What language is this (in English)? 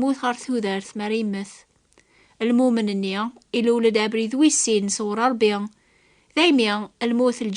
Kabyle